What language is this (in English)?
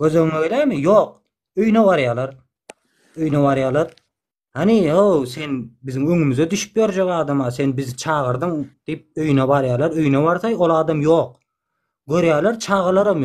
Turkmen